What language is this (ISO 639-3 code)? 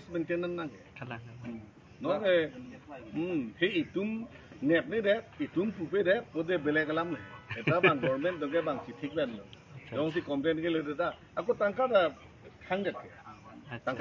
mjw